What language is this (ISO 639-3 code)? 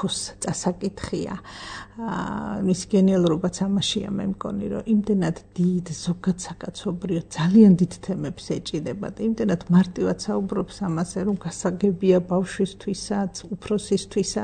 kat